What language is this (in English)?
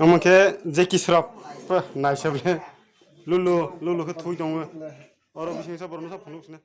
Kok Borok